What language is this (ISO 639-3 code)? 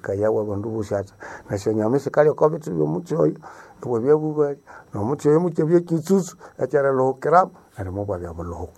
nnb